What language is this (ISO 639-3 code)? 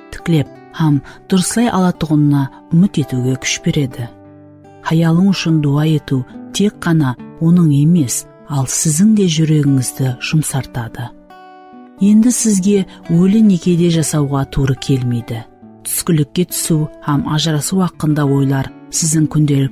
kaa